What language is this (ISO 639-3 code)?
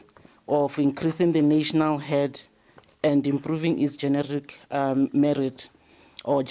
tsn